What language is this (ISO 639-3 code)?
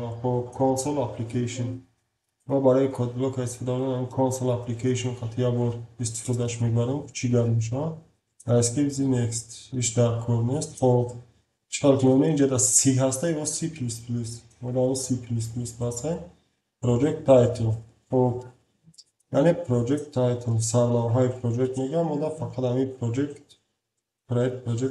tgk